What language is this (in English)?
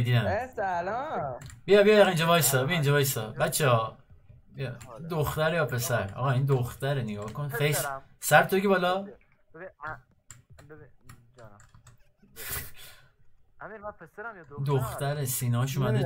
Persian